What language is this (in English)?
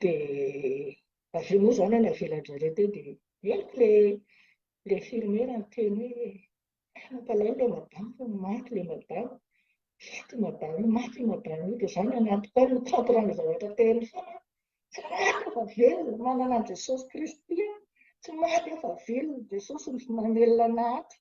Malagasy